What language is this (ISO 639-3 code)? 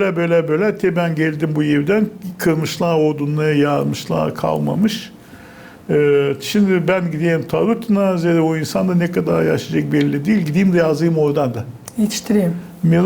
gag